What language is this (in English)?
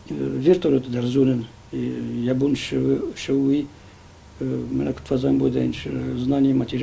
Ossetic